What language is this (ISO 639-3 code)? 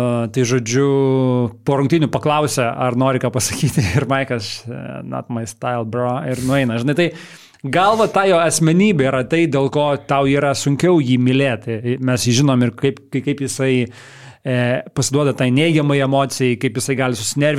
lit